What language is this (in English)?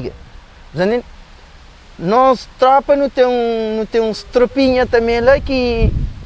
Kabuverdianu